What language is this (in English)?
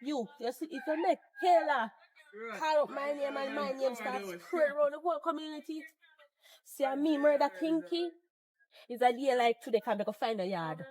Jamaican Creole English